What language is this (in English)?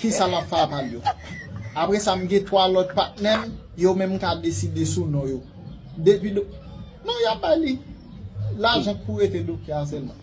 Haitian Creole